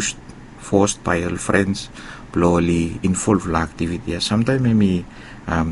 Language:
Bislama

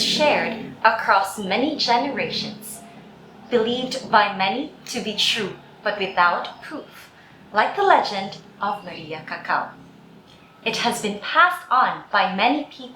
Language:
Cebuano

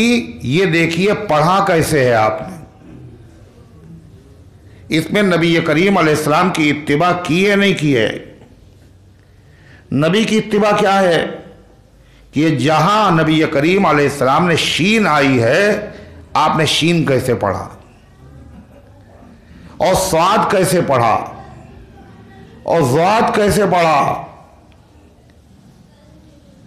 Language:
Urdu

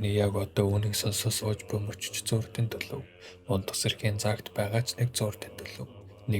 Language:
Mongolian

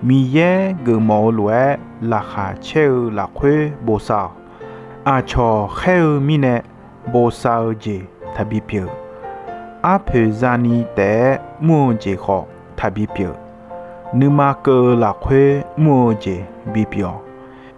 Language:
Akha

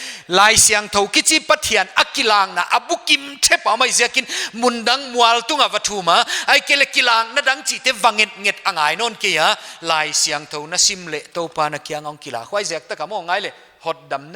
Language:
Paite Chin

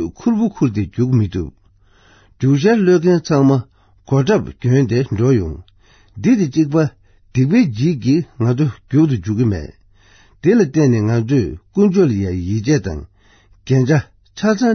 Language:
Tibetan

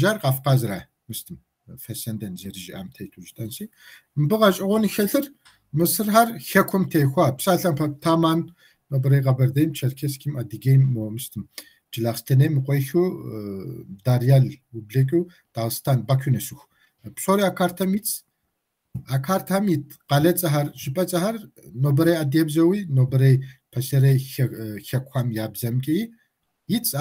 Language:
Kabardian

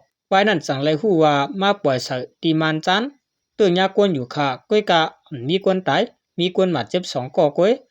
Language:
Shan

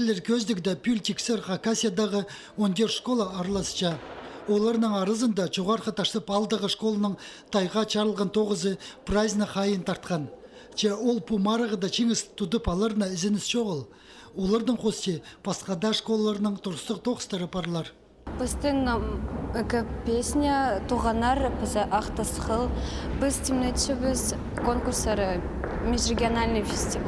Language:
Khakas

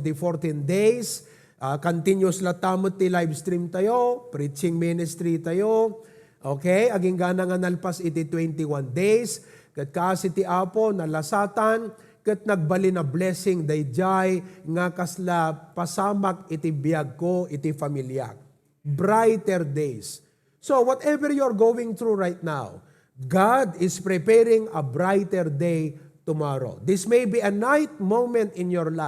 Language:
Iloko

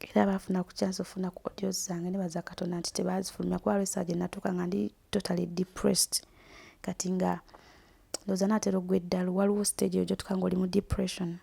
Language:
Ganda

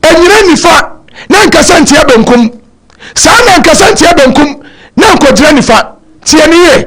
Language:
Akan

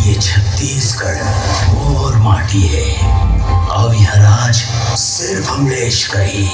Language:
Chhattisgarhi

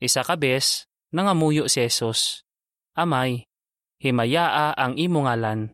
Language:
Hiligaynon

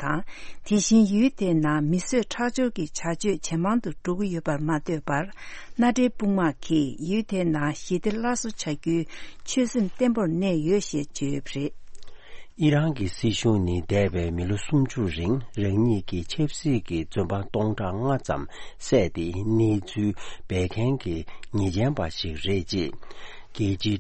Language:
Tibetan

